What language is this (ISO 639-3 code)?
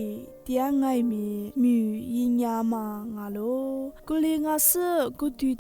lis